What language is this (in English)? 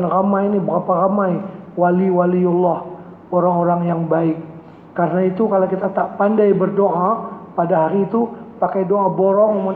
Malay